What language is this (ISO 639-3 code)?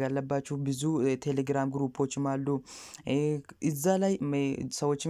amh